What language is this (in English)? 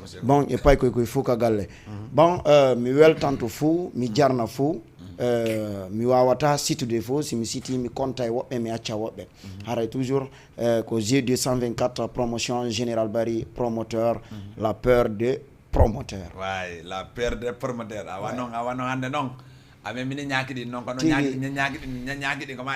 Fula